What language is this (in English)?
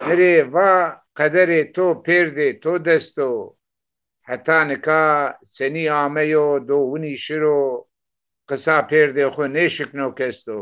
Zaza